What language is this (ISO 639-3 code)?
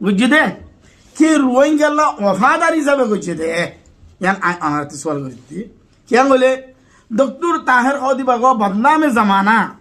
rhg